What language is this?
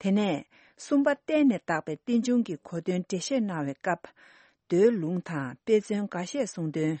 Tibetan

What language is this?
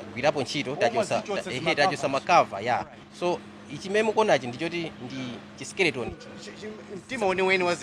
Nyanja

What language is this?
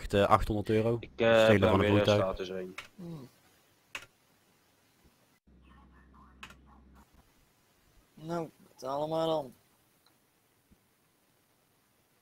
Dutch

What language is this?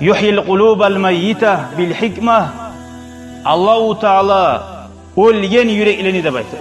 Kumyk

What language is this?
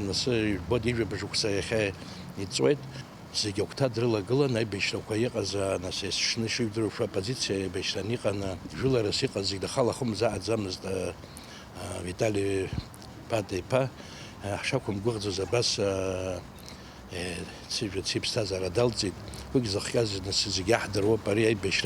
Abkhazian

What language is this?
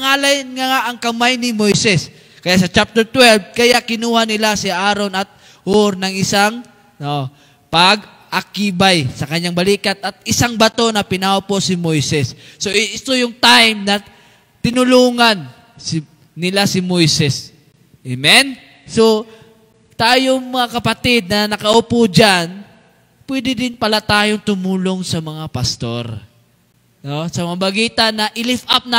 Filipino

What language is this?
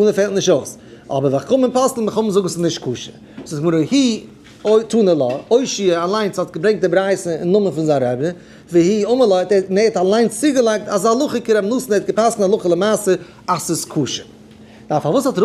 Yiddish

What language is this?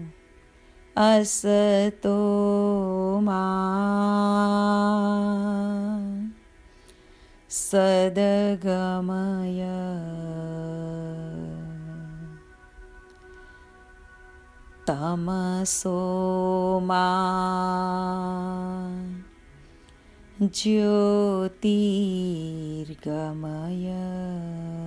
Gujarati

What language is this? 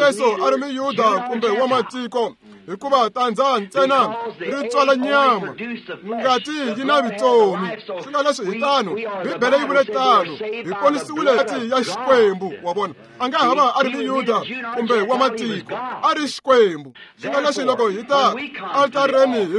Tsonga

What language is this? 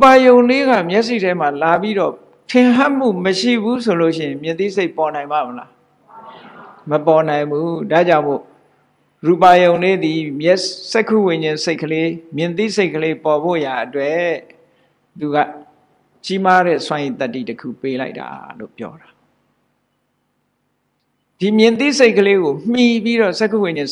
Burmese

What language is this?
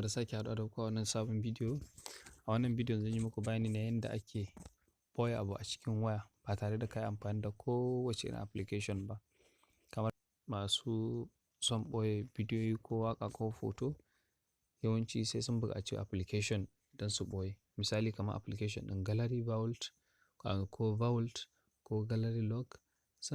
Hausa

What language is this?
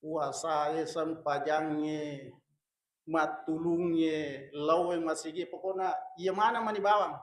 Buginese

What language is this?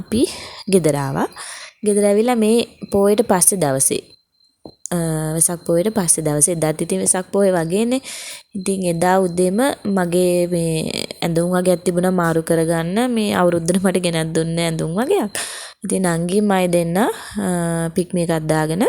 Sinhala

